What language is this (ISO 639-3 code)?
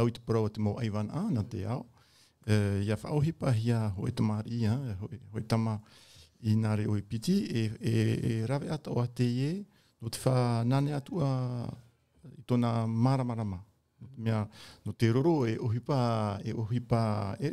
tah